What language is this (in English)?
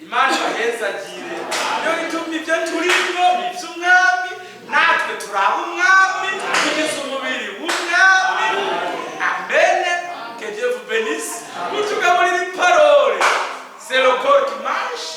Rundi